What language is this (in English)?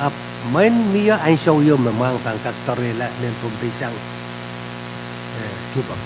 Pohnpeian